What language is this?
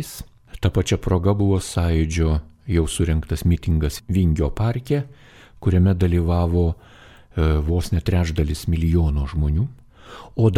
Lithuanian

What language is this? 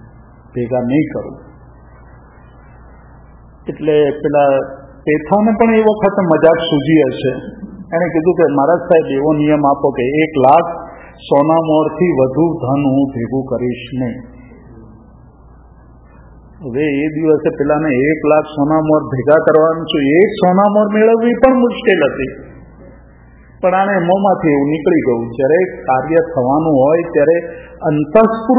Gujarati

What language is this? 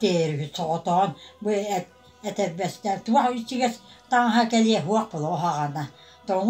Yakut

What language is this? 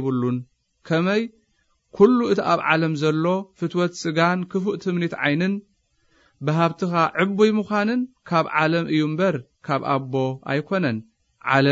Tigrinya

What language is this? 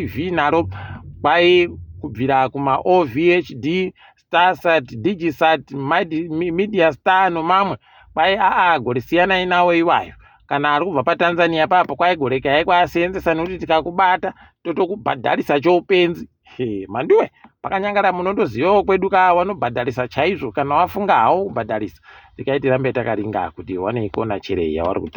Ndau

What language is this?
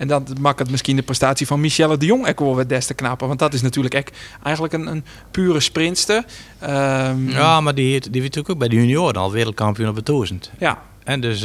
Western Frisian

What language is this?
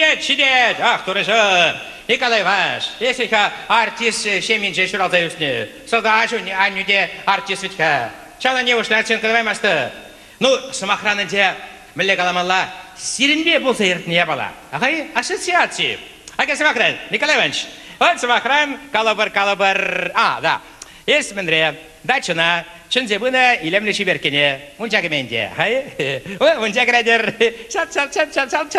Chuvash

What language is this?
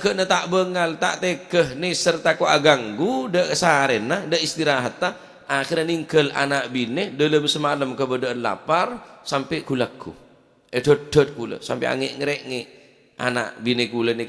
Madurese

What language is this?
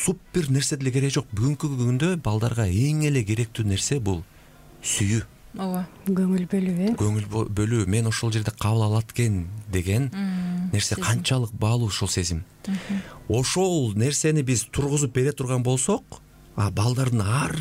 Kyrgyz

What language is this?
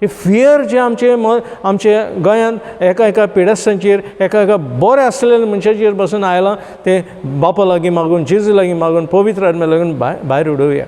Konkani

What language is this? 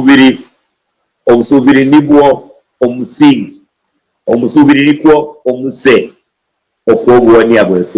Luyia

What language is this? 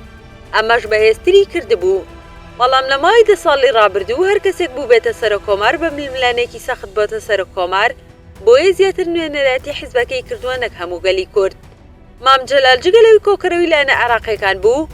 Central Kurdish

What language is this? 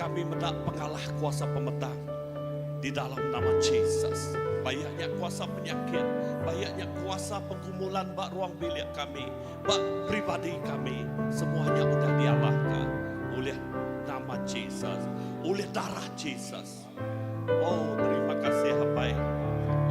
Iban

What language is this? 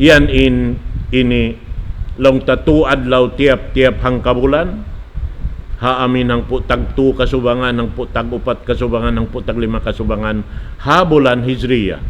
Tausug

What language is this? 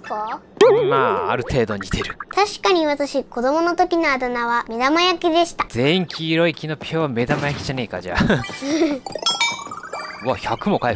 Japanese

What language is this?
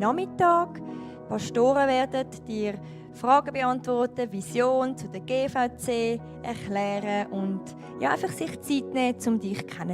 Swiss German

